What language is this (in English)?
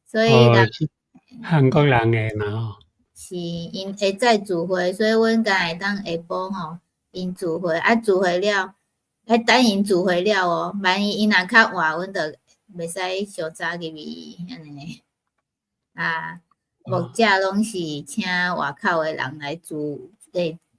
Min Nan Chinese